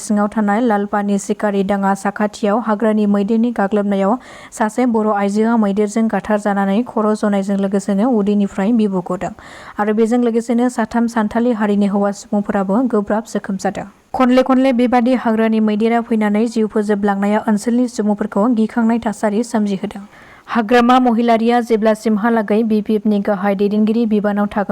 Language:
Bodo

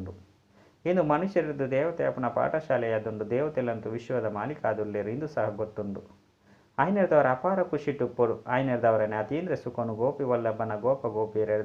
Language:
Tulu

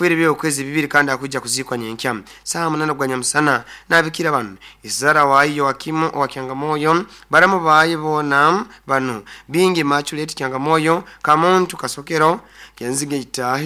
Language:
Nyoro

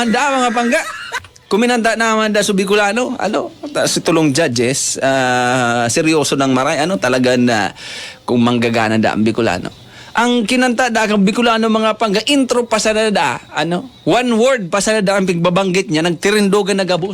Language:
Bikol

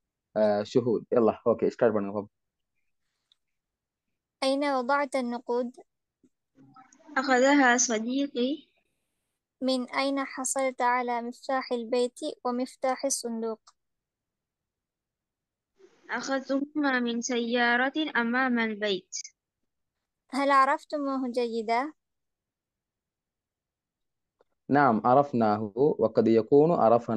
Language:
Tamil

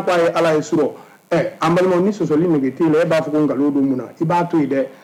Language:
Bambara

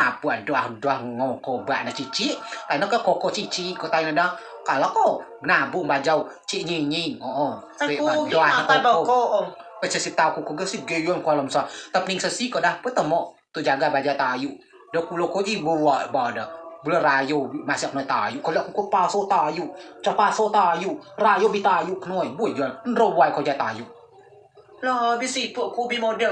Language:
Rejang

